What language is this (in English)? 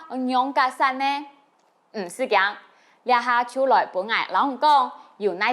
Hakka Chinese